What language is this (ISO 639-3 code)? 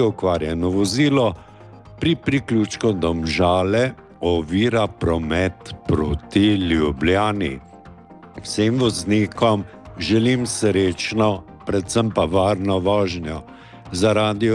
slv